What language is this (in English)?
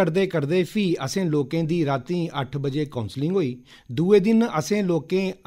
Dogri